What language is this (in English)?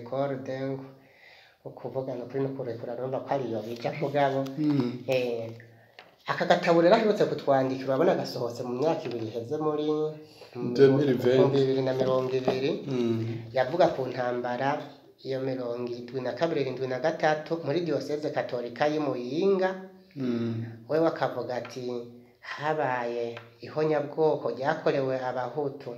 Rundi